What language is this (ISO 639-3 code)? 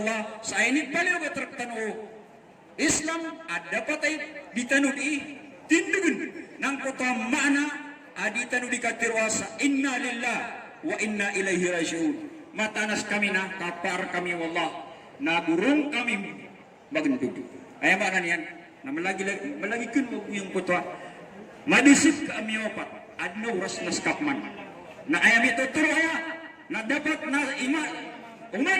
mrw